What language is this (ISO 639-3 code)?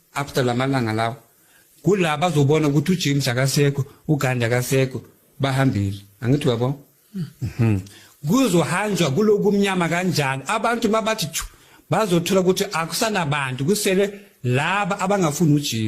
zul